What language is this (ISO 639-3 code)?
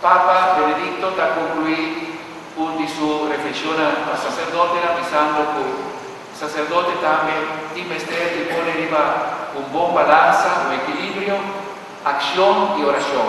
pap